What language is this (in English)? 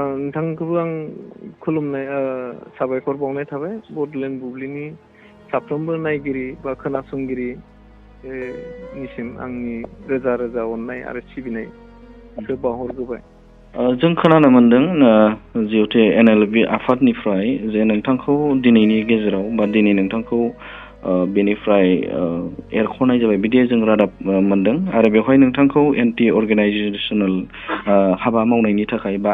Bodo